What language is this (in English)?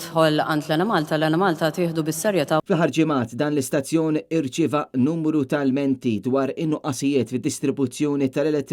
Maltese